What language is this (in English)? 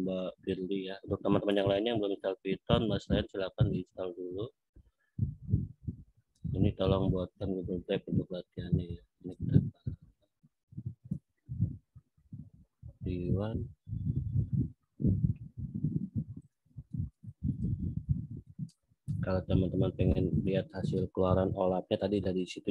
Indonesian